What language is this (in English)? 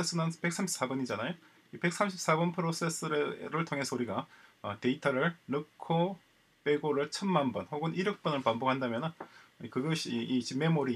Korean